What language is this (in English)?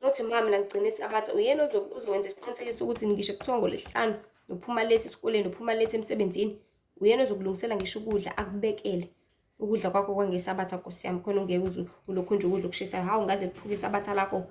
Zulu